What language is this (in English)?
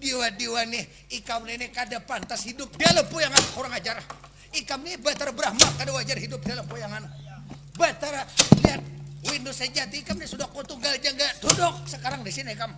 Banjar